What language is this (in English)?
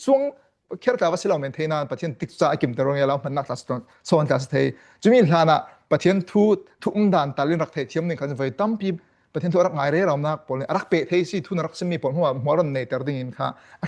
Falam Chin